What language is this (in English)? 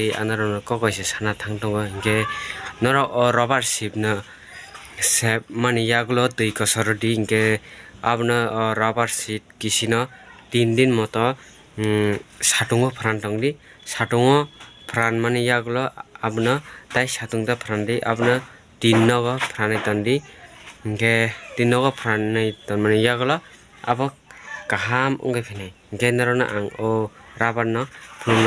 Kok Borok